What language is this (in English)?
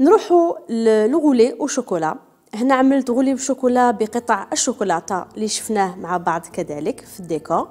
Algerian Arabic